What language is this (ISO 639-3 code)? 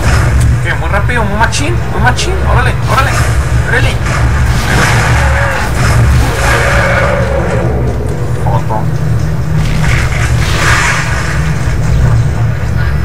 spa